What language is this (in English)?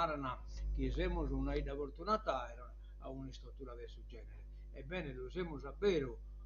Sardinian